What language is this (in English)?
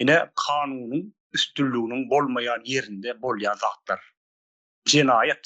Turkmen